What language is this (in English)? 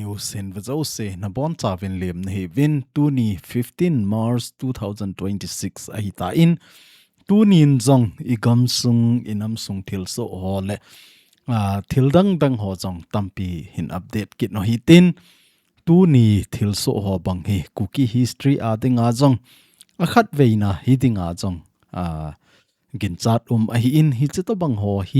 Thado Chin